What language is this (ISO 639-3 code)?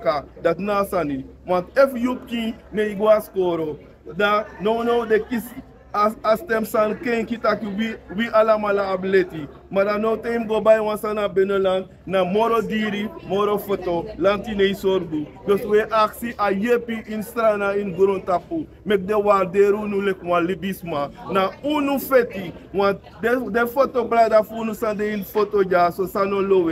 srn